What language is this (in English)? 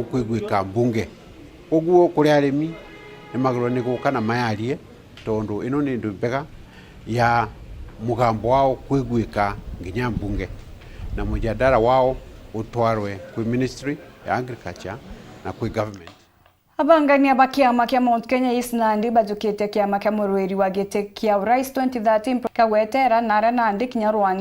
Meru